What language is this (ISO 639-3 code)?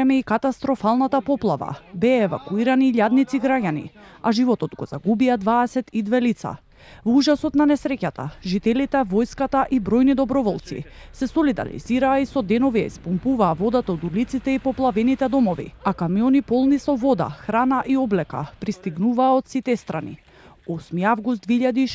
mkd